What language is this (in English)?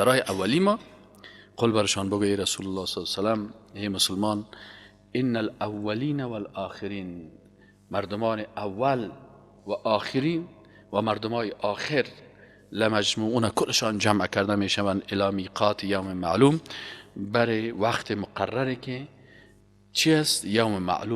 Persian